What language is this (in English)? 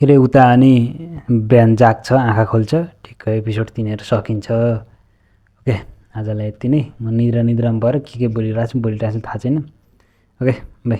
Nepali